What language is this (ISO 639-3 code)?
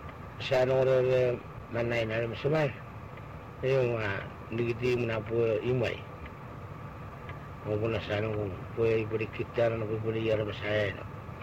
msa